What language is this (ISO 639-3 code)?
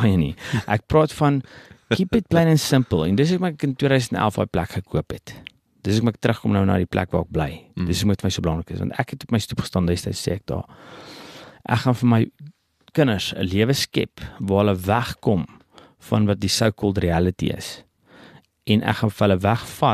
afr